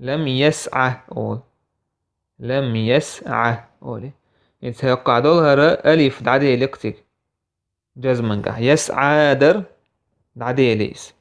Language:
Chechen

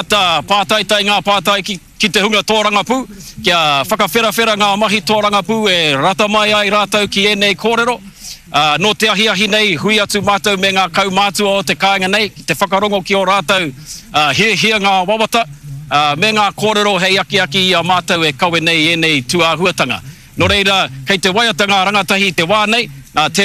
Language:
Māori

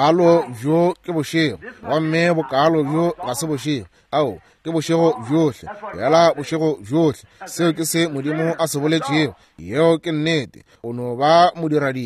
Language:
Northern Sotho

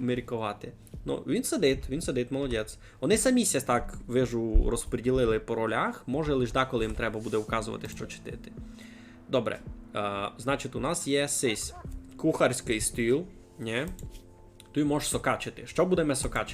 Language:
Rusyn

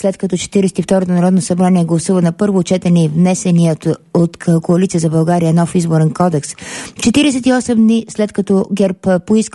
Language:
Bulgarian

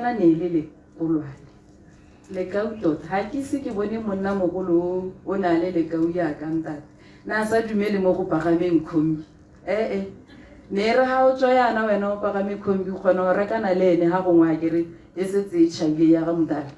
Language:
Tswana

